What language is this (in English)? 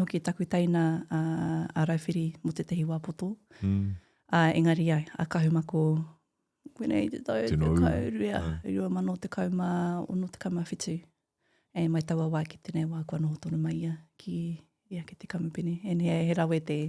Māori